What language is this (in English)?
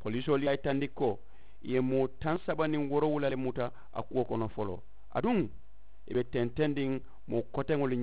Mandingo